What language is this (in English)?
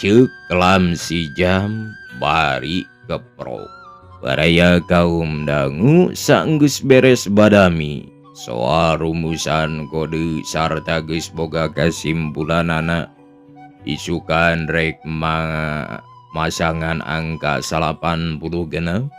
Sundanese